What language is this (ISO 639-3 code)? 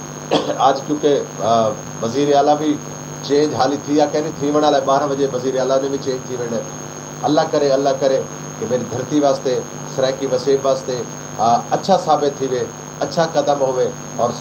skr